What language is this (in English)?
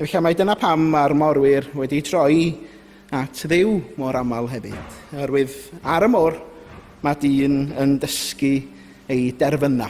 Welsh